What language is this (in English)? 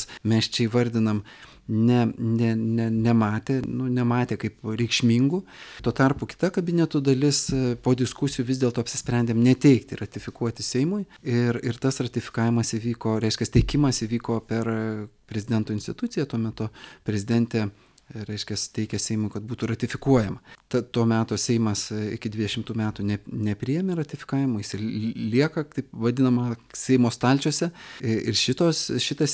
Lithuanian